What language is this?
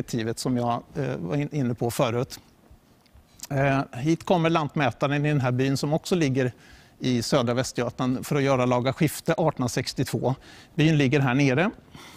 Swedish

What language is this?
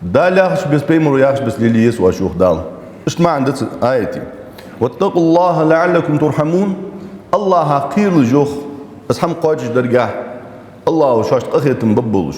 Ingush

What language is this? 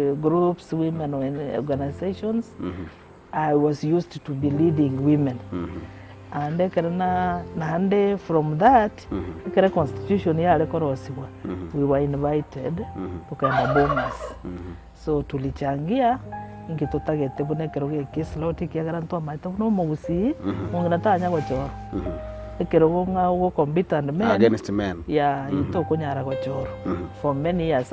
Gusii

